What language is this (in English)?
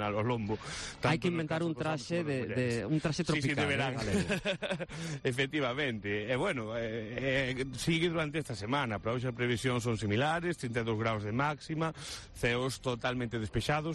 Galician